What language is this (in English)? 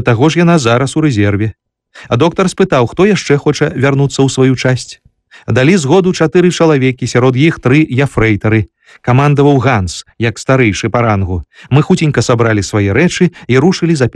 Belarusian